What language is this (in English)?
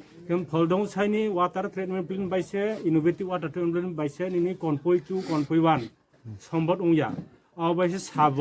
Riang (India)